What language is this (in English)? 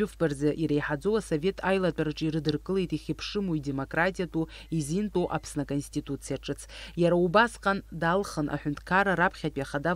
Abkhazian